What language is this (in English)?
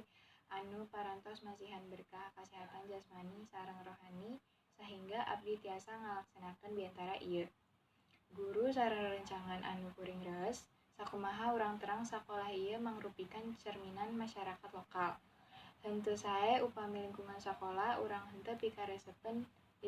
Sundanese